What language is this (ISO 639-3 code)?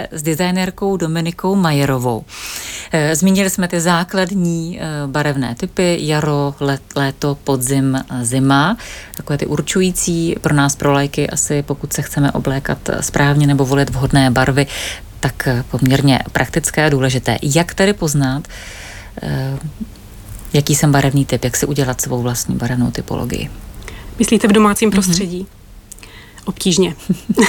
ces